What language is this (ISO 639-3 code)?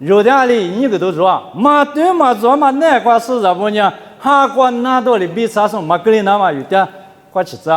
lis